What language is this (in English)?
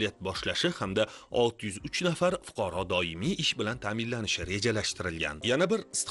Uzbek